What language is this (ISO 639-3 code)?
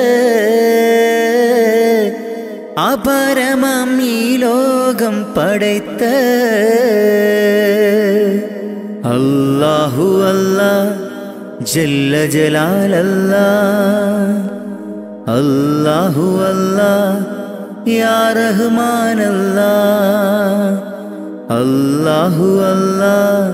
mal